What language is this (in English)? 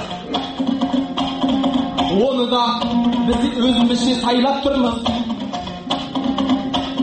Kazakh